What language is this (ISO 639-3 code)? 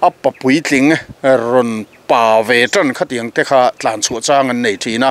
lus